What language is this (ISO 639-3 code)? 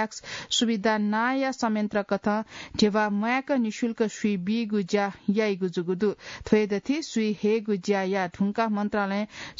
new